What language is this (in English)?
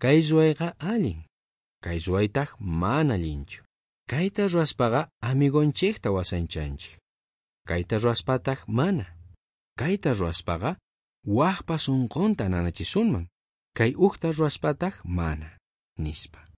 South Bolivian Quechua